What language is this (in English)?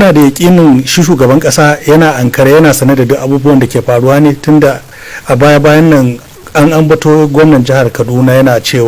Hausa